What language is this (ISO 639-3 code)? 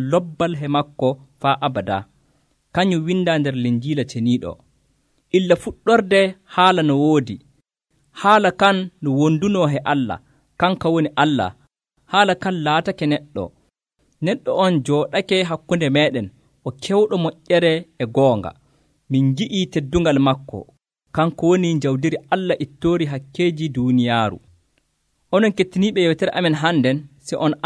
fuv